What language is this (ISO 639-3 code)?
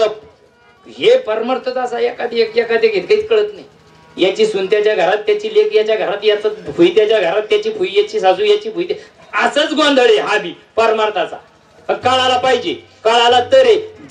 mar